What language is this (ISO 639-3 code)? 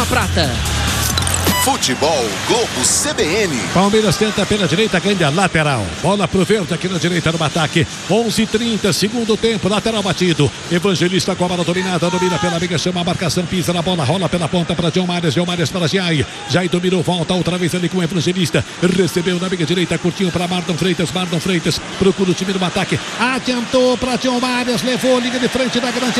por